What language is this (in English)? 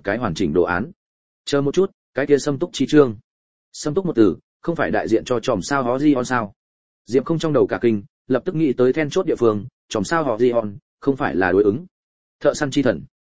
Vietnamese